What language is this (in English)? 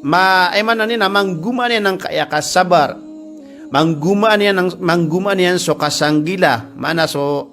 Maranao